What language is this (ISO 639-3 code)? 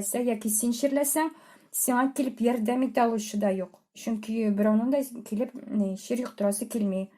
tat